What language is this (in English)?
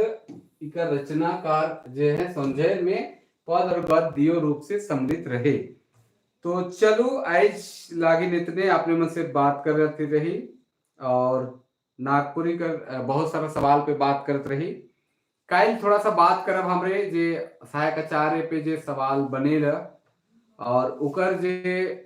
Sadri